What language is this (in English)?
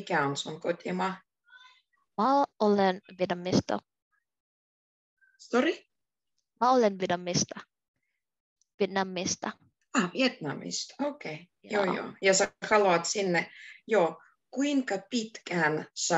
Finnish